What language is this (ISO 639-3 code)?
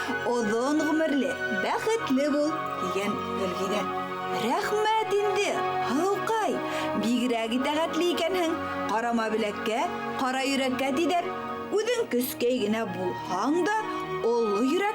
bak